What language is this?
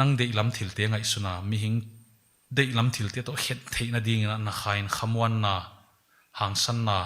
Paite Chin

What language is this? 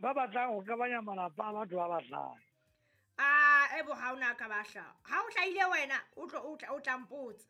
Southern Sotho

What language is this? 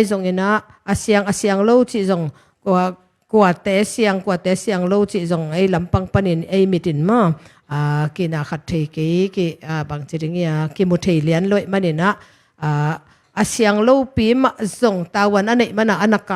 Tedim Chin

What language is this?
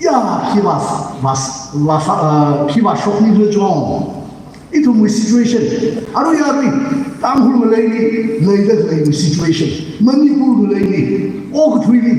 Tangkhul Naga (India)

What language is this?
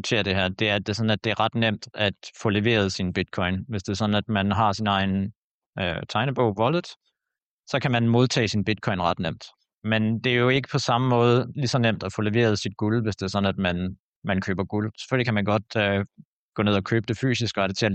Danish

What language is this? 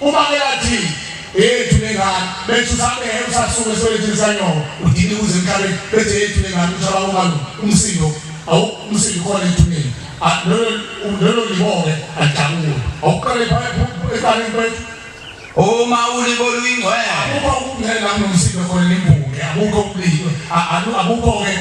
Zulu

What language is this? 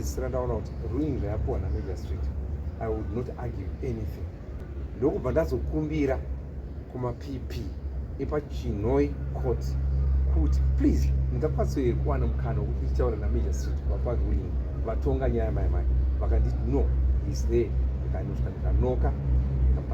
Shona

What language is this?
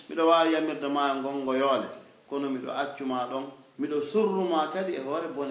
Pular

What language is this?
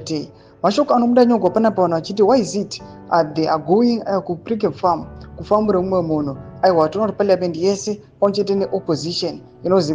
Shona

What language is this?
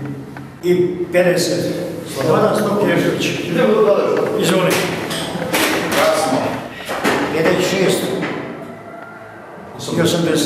Serbian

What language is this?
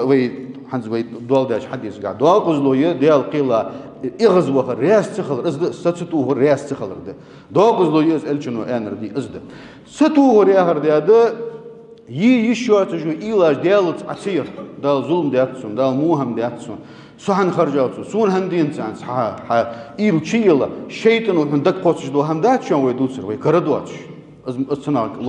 Ingush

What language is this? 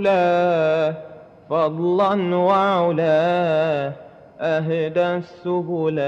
Madurese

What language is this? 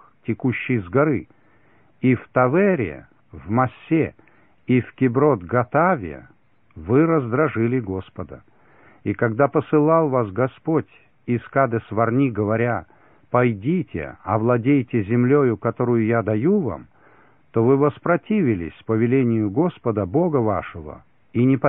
Russian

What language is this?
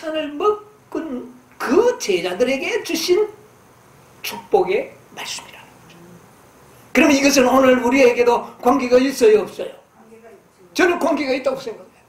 Korean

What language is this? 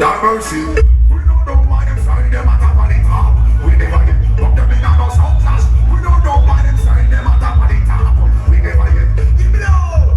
Jamaican Creole English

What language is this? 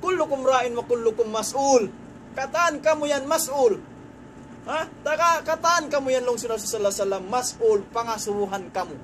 Tausug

